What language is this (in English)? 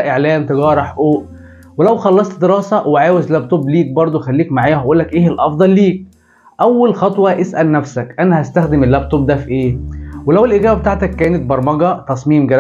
Egyptian Arabic